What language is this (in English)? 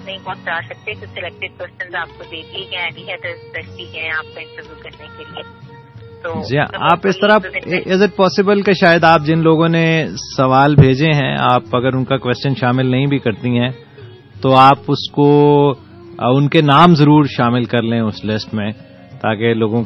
Urdu